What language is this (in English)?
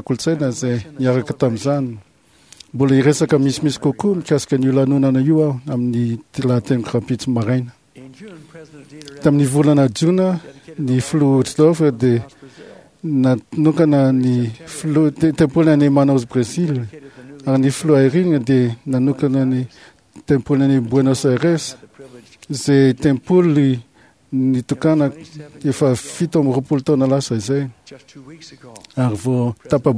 Malagasy